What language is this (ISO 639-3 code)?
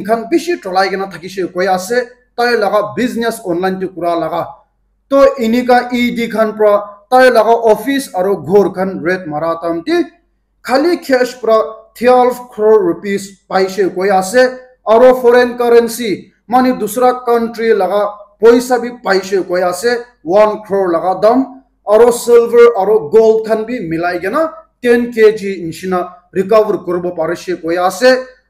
nag